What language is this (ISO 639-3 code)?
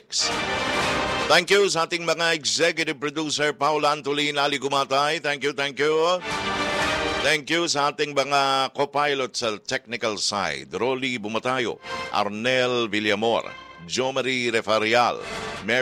fil